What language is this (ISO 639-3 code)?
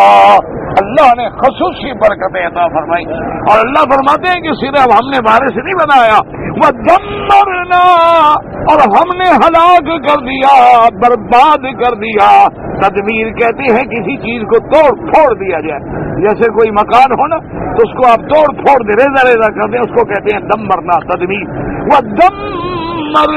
urd